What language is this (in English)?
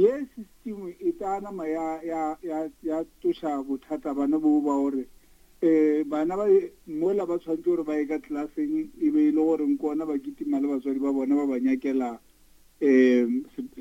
Northern Sotho